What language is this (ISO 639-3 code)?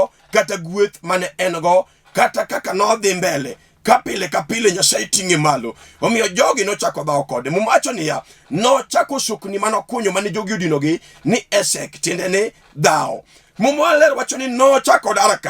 luo